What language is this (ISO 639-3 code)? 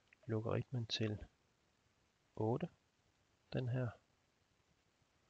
dan